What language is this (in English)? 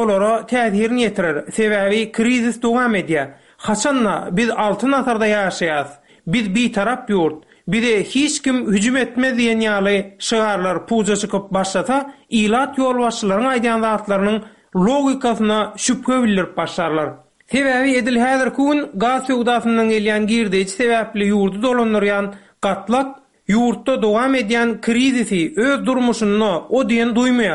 Turkmen